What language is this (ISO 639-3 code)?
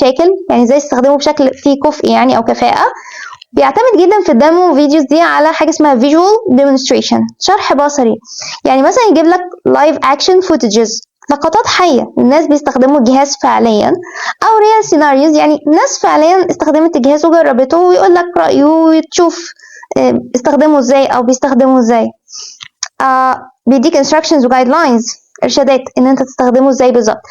arz